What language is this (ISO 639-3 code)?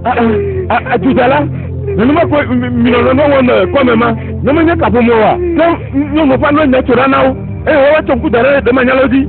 ewe